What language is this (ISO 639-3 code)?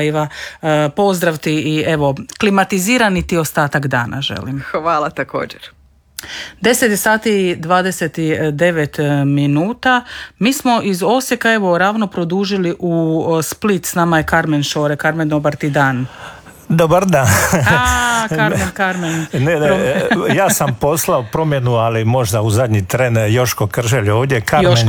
hrv